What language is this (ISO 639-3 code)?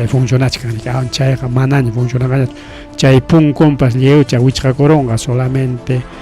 quy